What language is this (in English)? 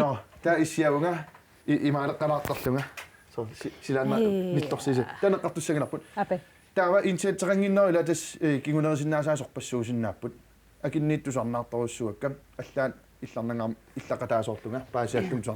Kalaallisut